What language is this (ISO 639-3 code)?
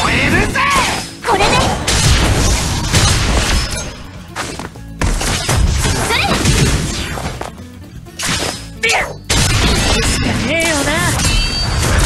jpn